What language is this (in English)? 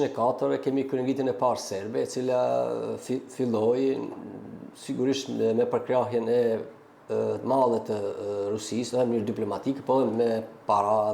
Albanian